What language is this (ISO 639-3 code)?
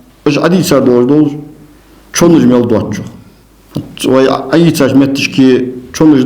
inh